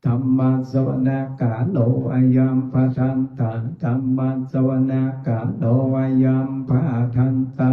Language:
Pali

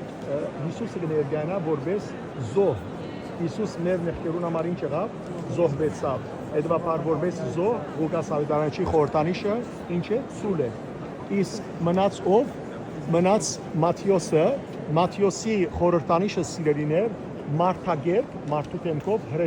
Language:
Western Armenian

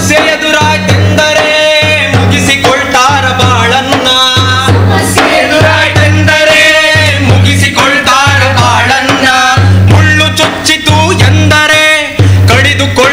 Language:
Kannada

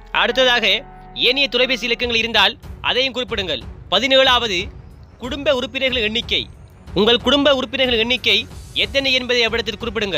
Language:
Tamil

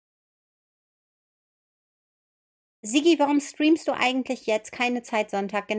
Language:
German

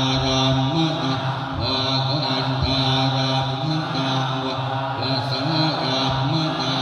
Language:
Pali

